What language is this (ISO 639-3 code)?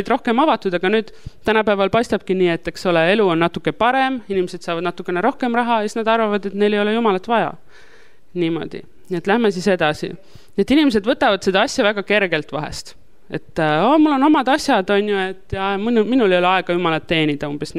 est